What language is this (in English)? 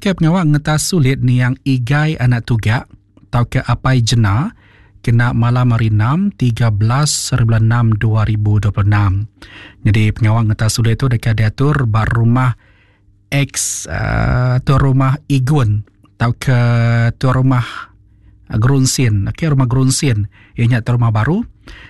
Iban